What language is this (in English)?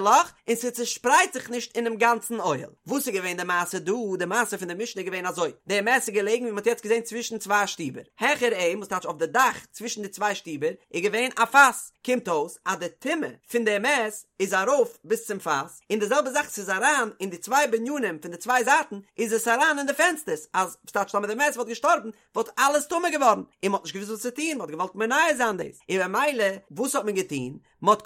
Yiddish